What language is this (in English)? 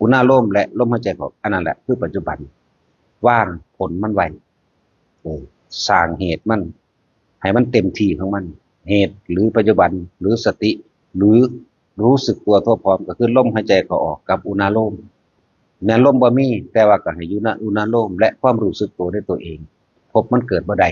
Northeastern Thai